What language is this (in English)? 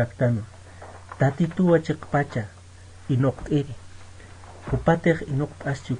Aymara